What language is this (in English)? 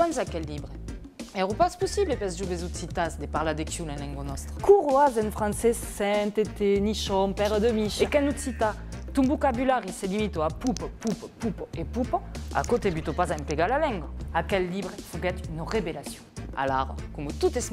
Occitan